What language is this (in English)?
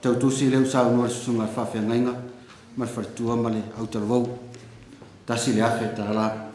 Samoan